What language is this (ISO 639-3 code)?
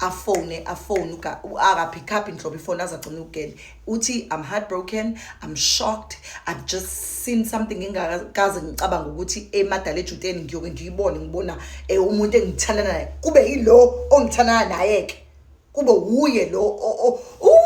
zul